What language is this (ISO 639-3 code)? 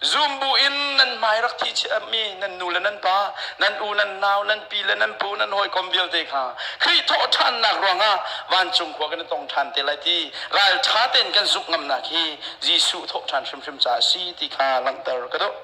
cnh